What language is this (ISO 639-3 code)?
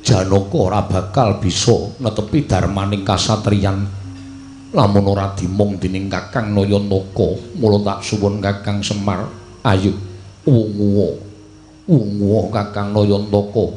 jav